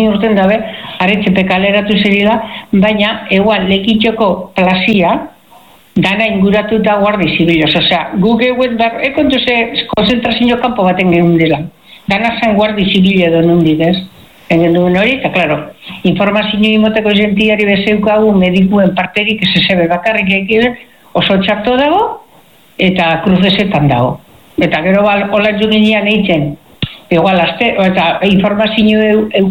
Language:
Basque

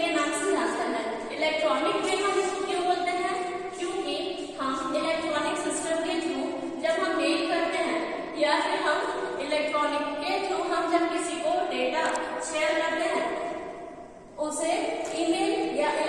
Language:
Hindi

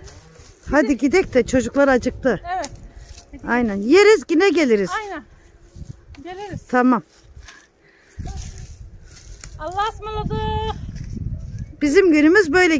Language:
Turkish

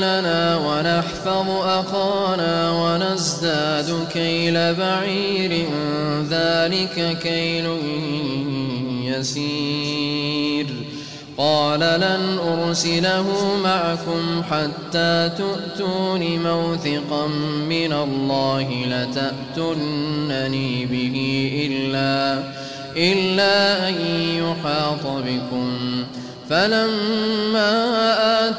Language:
Arabic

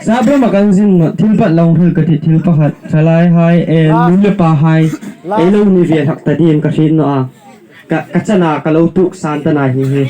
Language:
Hmar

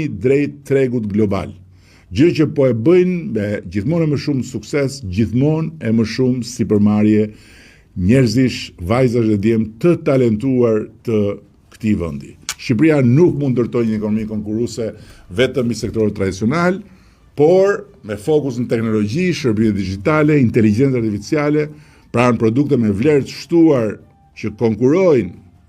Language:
Albanian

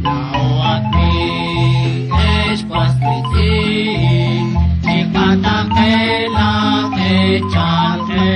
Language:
Kekchí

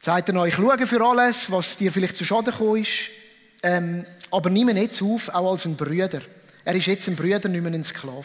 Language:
Swiss German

